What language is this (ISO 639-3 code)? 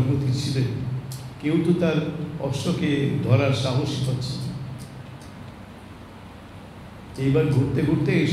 ben